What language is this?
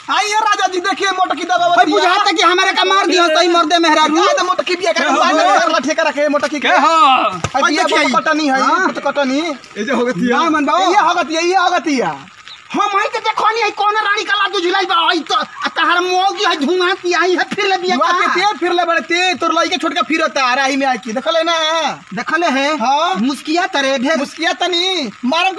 Bhojpuri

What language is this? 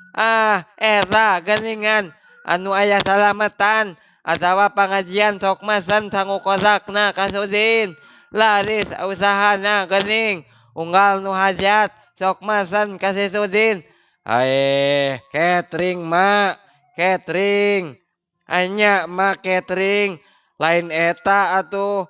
Sundanese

